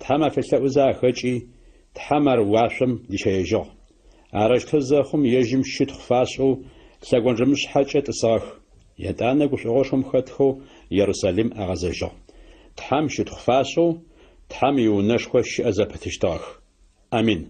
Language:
Adyghe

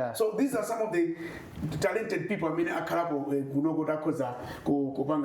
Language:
Nyanja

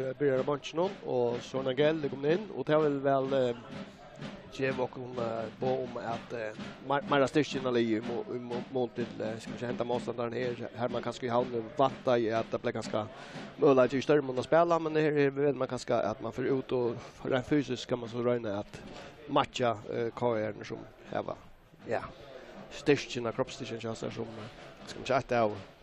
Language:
Faroese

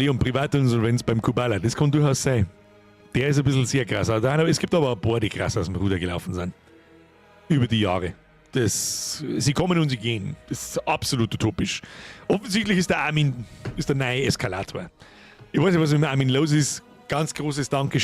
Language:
Bavarian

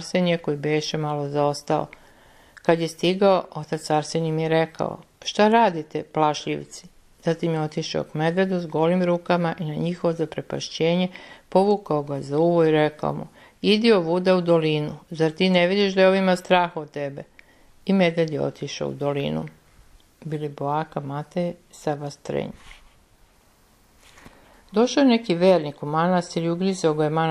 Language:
Serbian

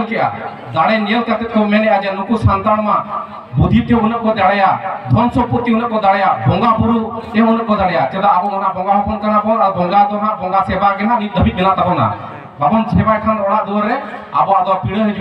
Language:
Santali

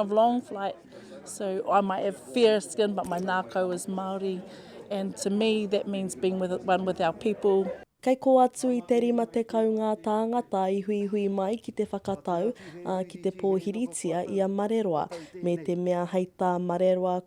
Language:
Māori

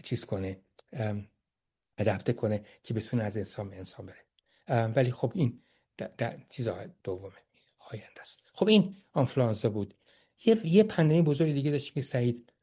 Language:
Persian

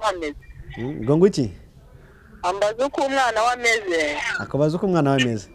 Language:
Kinyarwanda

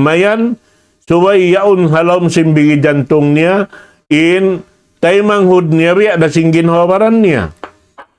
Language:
Tausug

